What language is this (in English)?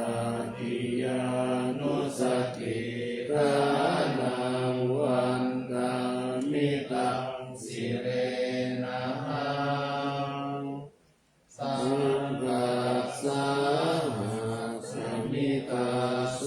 Pali